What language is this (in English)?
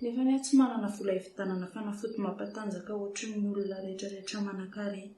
Malagasy